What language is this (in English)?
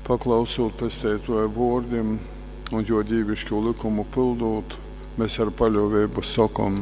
Latgalian